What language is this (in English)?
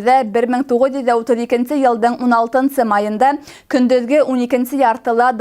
Bashkir